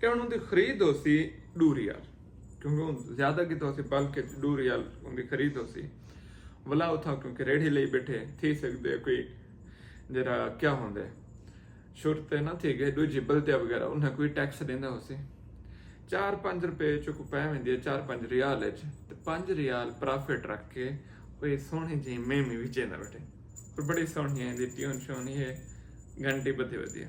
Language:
Saraiki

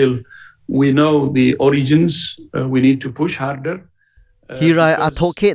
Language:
Hakha Chin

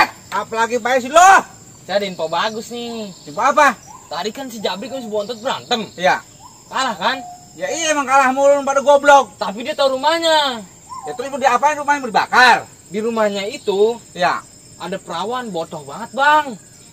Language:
Betawi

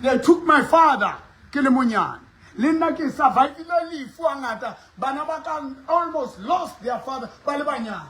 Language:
Southern Sotho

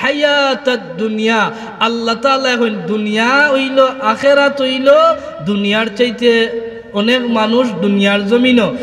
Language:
Sylheti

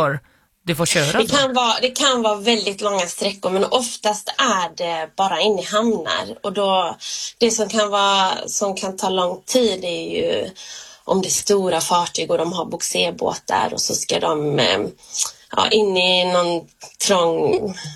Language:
Swedish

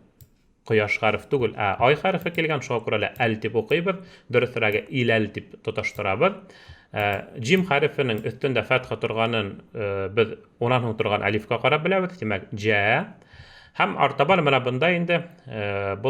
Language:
Bashkir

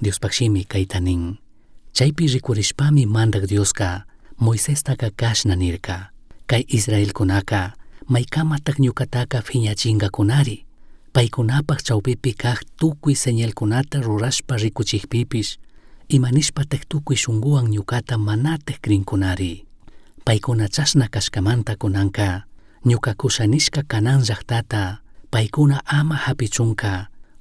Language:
Chimborazo Highland Quichua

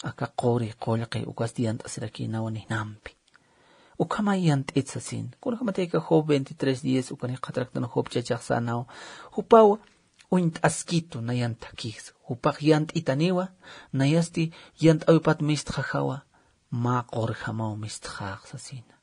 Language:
Aymara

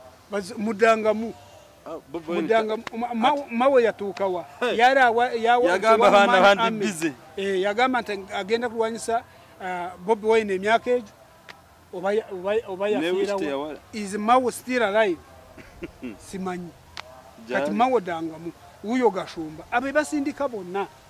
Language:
Ganda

